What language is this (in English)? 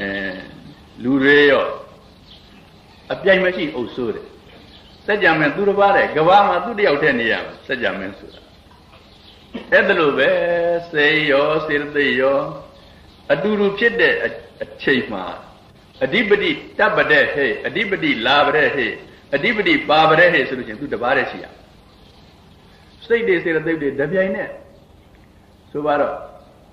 Burmese